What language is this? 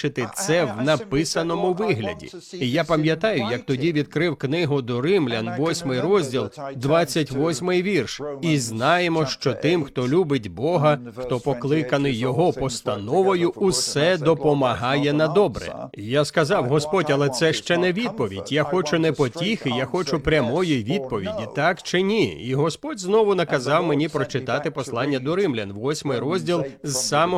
Ukrainian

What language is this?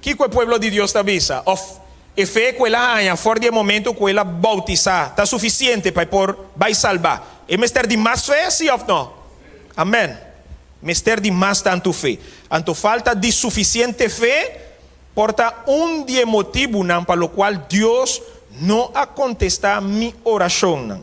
Papiamento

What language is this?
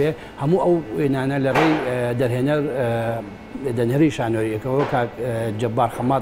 Central Kurdish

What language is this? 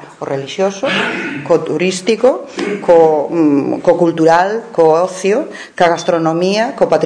Galician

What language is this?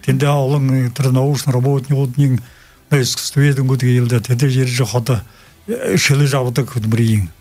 Buriat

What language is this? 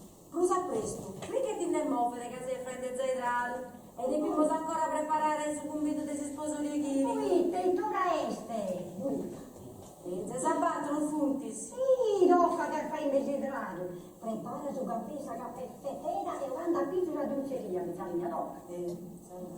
Sardinian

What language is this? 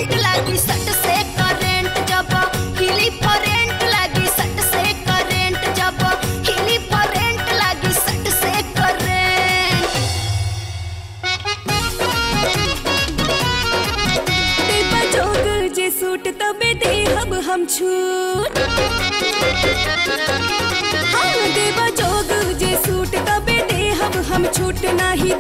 Bhojpuri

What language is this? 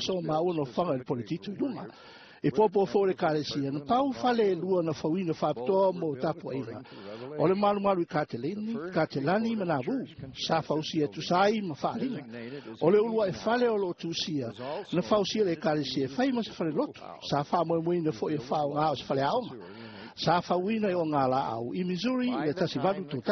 Samoan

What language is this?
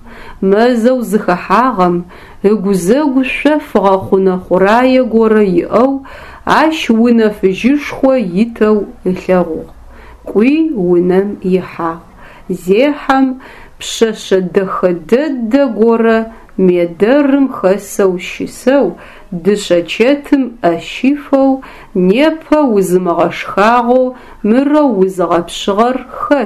Adyghe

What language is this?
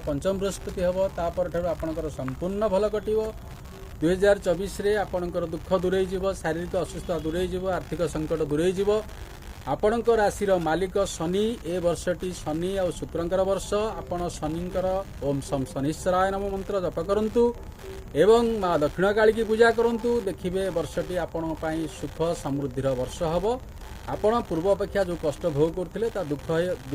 Odia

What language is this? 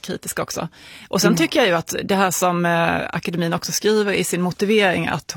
Swedish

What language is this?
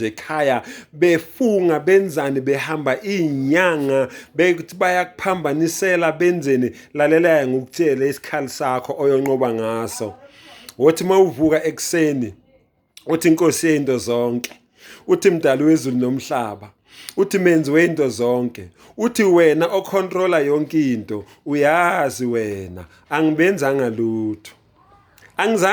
Zulu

